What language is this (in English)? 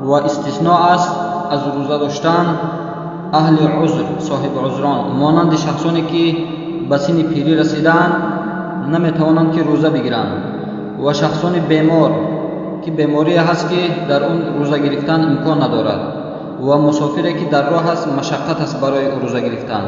Tajik